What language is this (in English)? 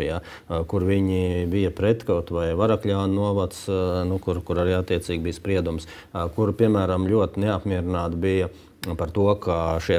Latvian